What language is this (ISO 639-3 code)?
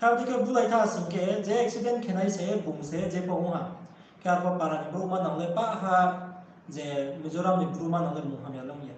ria